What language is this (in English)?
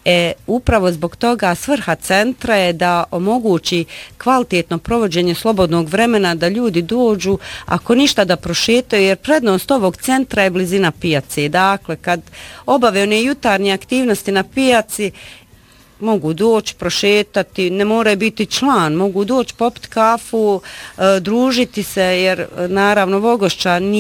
Bosnian